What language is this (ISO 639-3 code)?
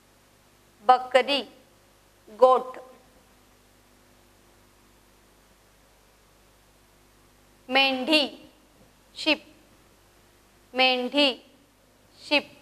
mar